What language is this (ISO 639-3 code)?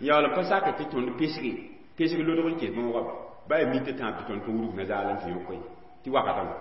mos